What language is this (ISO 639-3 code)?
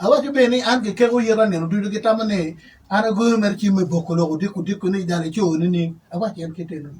ach